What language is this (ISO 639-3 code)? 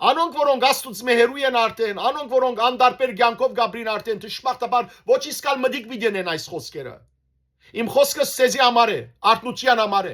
hyw